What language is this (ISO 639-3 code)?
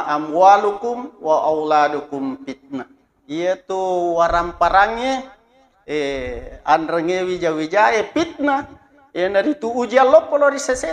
bug